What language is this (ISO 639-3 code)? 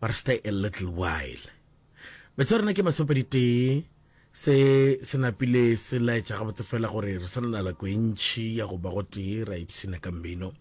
nso